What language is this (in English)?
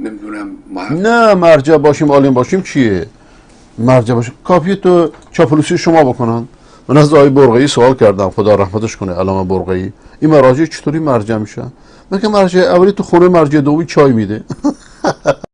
Persian